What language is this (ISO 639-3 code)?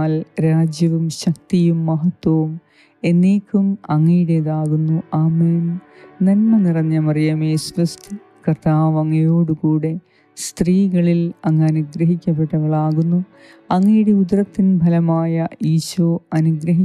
mal